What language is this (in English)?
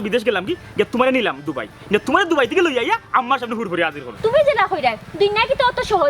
Sylheti